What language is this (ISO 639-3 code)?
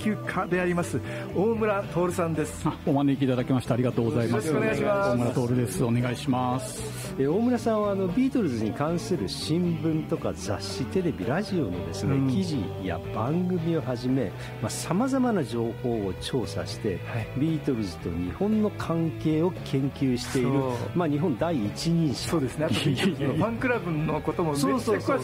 jpn